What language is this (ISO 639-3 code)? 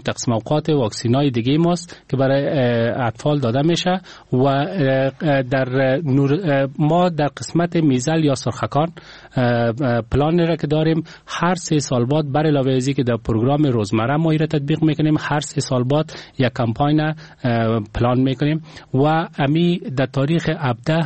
fas